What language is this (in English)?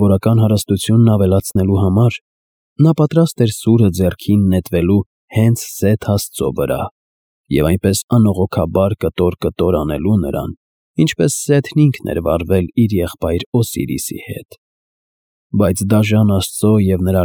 Armenian